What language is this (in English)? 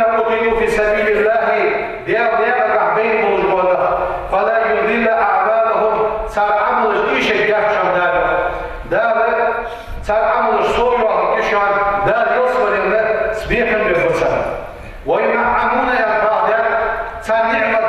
Ingush